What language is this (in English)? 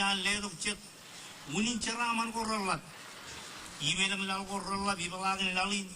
Marshallese